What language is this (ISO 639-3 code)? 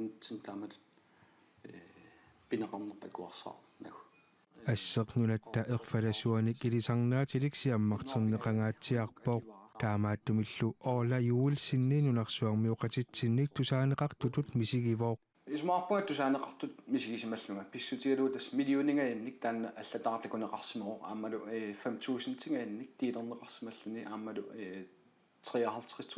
kal